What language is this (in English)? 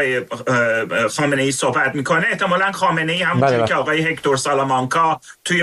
Persian